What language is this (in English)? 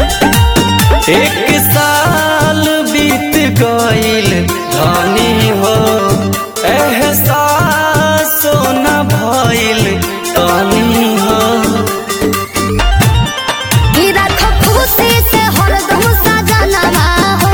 Bhojpuri